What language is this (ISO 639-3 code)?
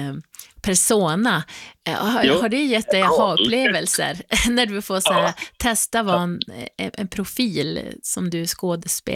swe